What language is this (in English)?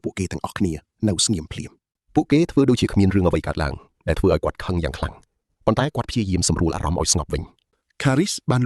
Khmer